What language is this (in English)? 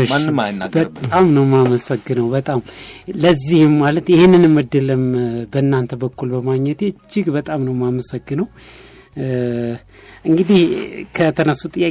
Amharic